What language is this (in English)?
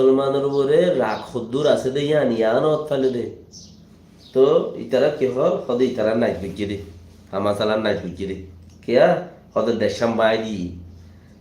Rohingya